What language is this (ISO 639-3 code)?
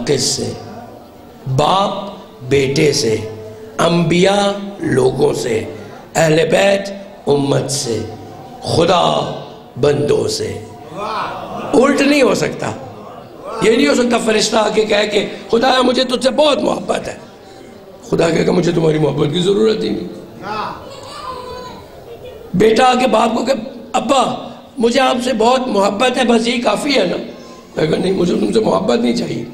urd